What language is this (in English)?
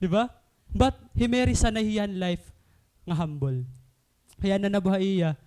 Waray